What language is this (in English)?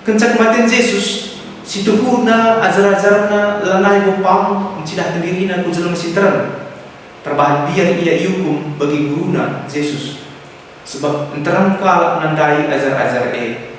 Batak Karo